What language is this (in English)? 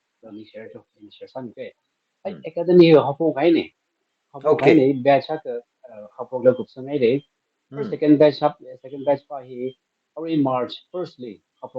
Tangkhul Naga (India)